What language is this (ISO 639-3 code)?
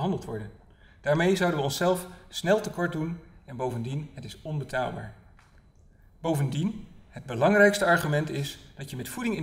nld